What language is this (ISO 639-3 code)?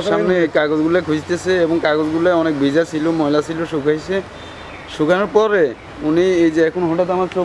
ben